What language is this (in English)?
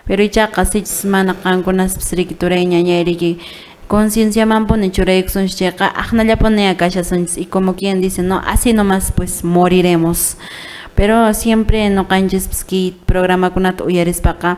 Quechua